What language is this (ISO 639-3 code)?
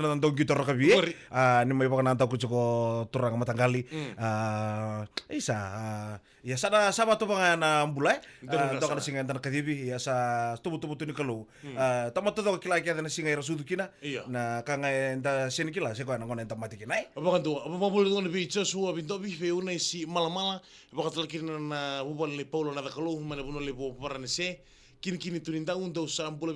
fij